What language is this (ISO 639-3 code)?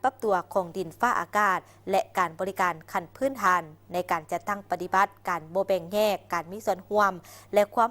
lao